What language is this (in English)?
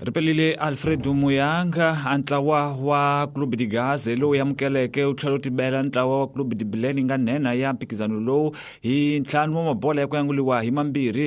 Tsonga